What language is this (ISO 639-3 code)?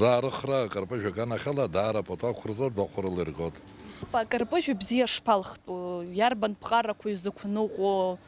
abk